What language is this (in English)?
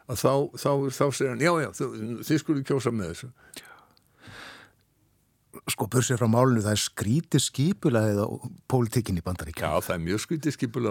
Icelandic